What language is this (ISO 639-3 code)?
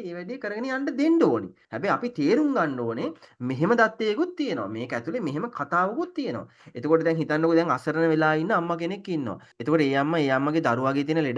sin